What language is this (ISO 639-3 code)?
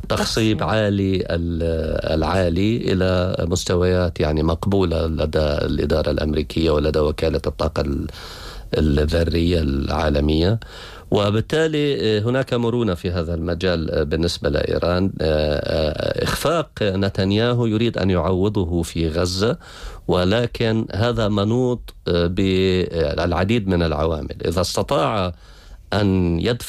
ara